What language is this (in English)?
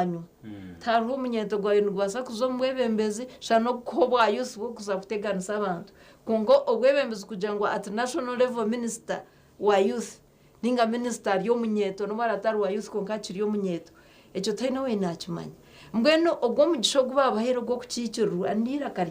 Nyankole